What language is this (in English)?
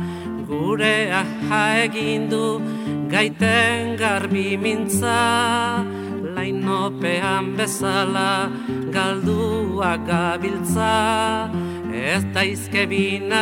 Basque